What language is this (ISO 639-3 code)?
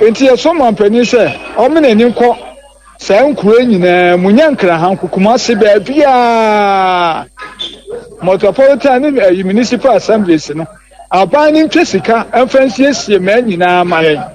aka